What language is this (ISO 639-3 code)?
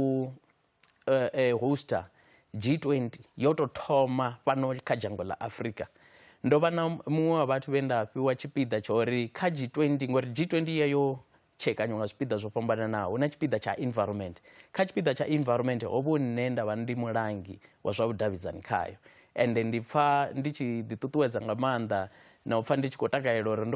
ven